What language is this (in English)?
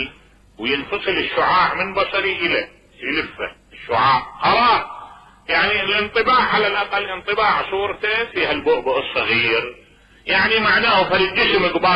Mesopotamian Arabic